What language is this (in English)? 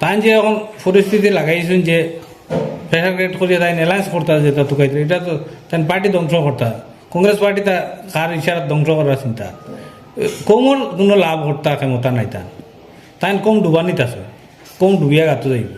Sylheti